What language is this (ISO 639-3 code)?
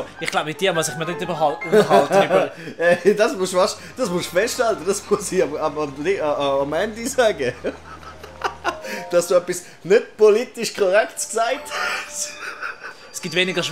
gsw